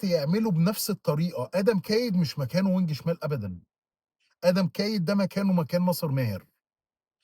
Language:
Egyptian Arabic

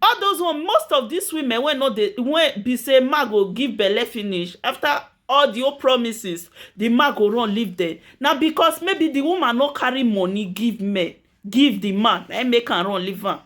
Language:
Nigerian Pidgin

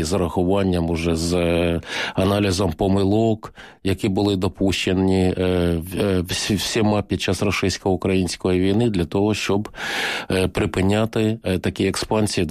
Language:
Ukrainian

